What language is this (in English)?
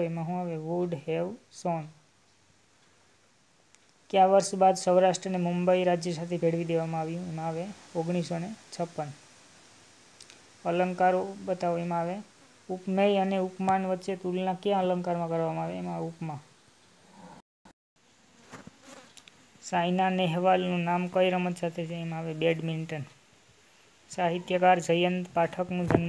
Gujarati